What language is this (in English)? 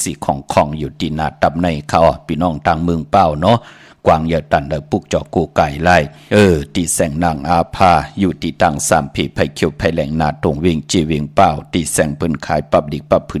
Shan